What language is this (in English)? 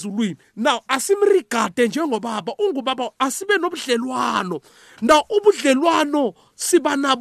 South Ndebele